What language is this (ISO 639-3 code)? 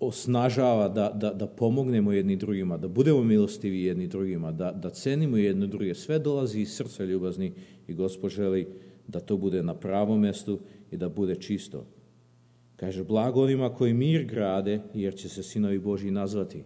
srp